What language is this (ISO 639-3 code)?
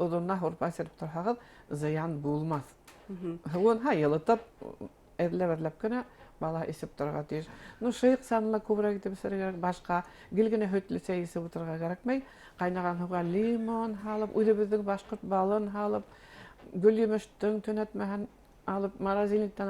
bak